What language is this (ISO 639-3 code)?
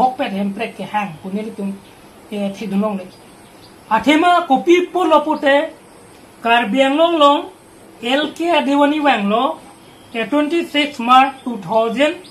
mjw